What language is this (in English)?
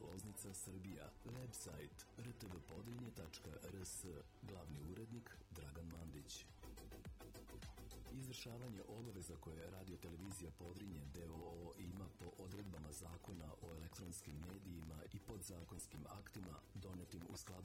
Serbian